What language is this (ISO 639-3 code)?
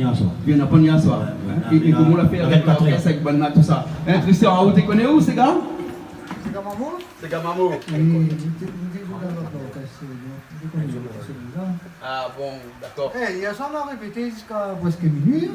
rcf